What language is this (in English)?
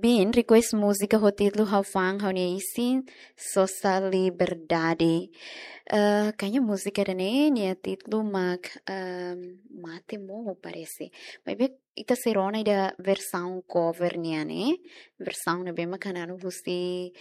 Tetum